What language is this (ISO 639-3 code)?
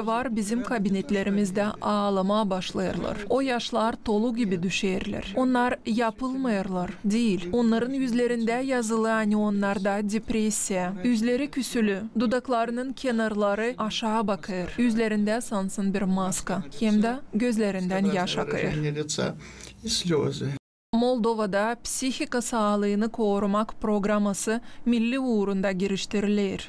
gag